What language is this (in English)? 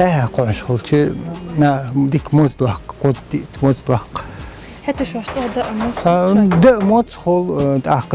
Ingush